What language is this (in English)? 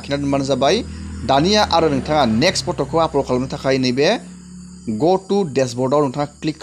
Bodo